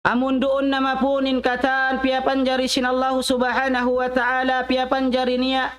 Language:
Tausug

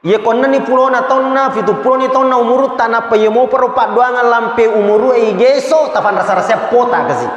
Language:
Buginese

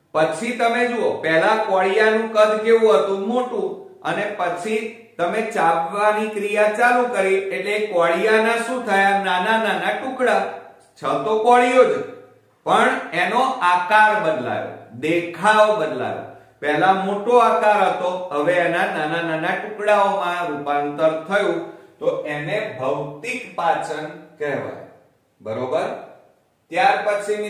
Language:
Gujarati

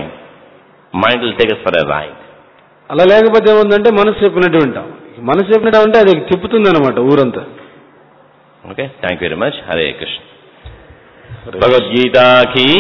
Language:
Telugu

